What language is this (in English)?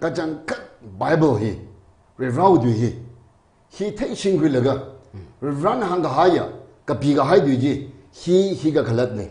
Tangkhul Naga (India)